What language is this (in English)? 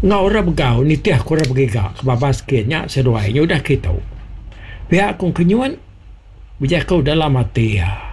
Iban